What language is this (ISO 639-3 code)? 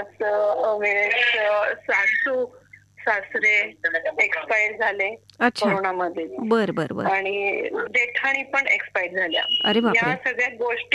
mar